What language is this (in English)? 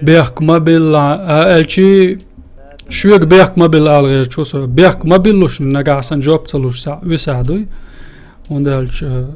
Chechen